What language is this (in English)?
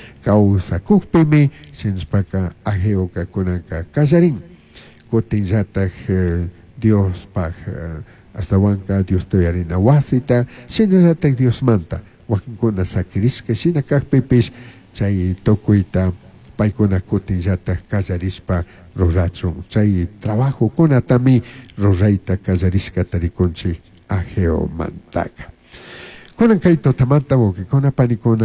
Chimborazo Highland Quichua